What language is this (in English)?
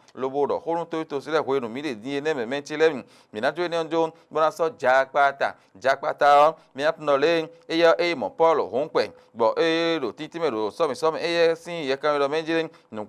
Fon